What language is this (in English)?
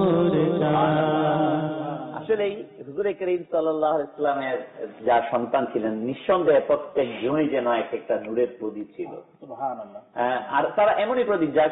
Bangla